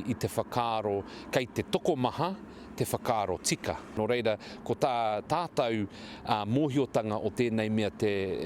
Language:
Māori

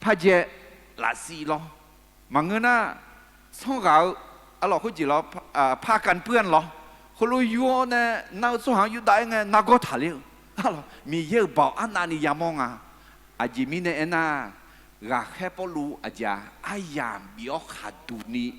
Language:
Akha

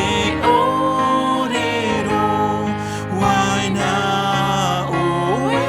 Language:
Tahitian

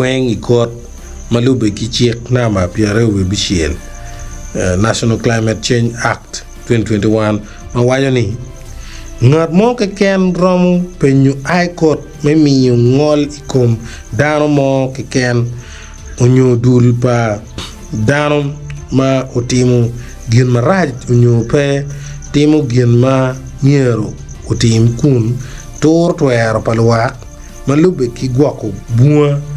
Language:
Acoli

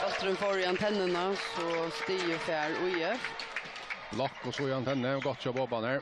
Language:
Faroese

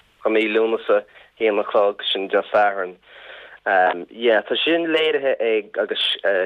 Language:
Irish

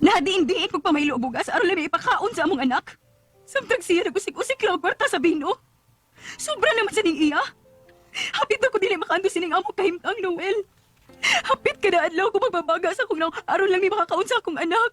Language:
Cebuano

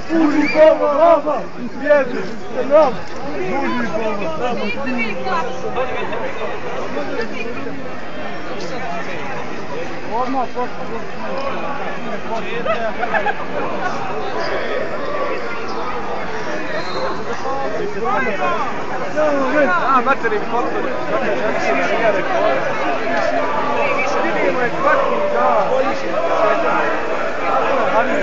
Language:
Bosnian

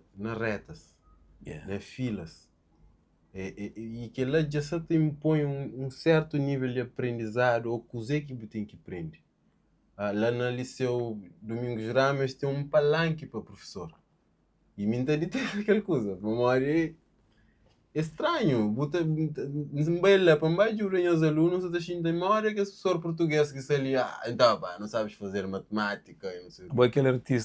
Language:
Kabuverdianu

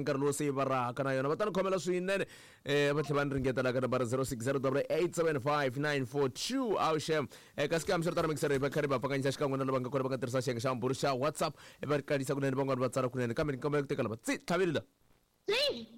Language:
Tsonga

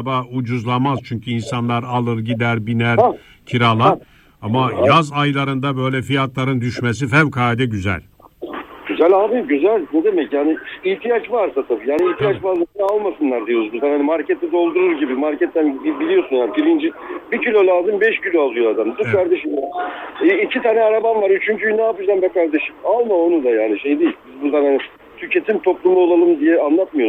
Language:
Turkish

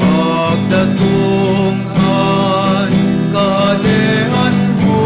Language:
Bikol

